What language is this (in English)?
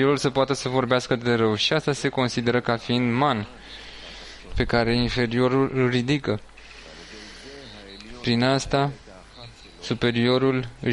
Romanian